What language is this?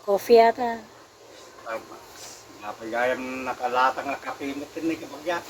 Iloko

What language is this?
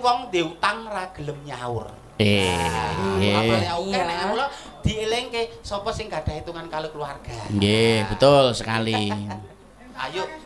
Javanese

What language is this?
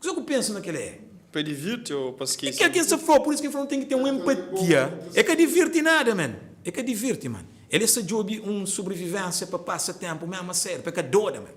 Kabuverdianu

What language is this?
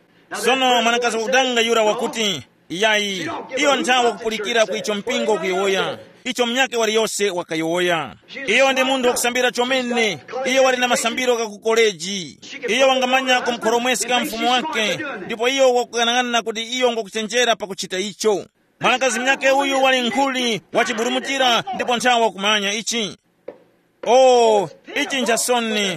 Tumbuka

